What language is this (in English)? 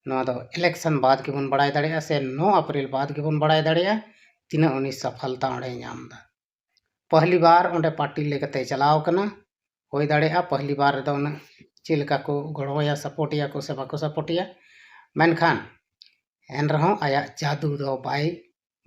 Santali